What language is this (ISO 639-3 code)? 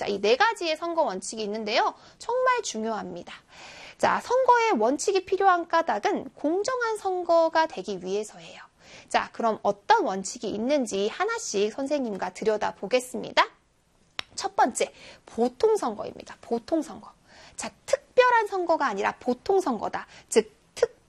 kor